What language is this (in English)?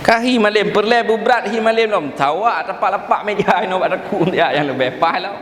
Achinese